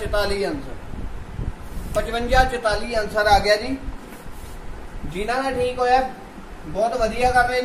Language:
Punjabi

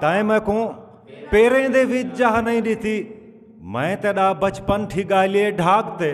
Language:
Saraiki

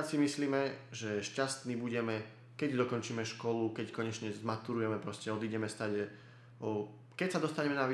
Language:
Slovak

